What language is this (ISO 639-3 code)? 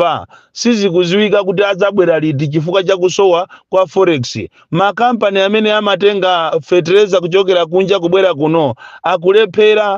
nya